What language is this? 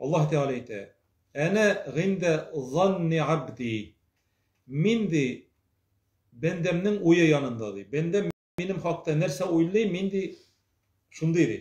Tatar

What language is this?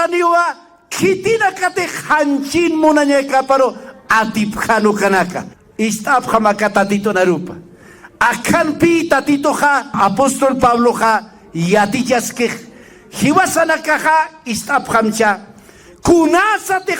Aymara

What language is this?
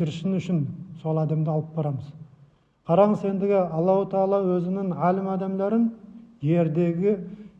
Nogai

